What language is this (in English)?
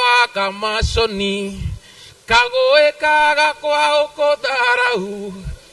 Meru